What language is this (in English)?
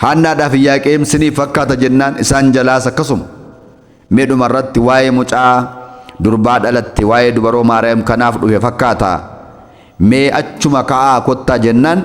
Oromo